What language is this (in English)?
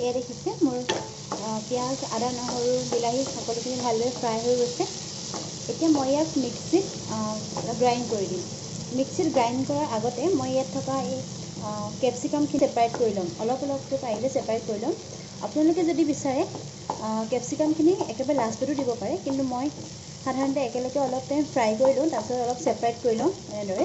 Assamese